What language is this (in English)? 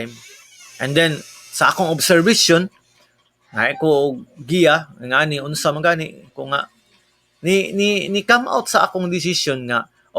Cebuano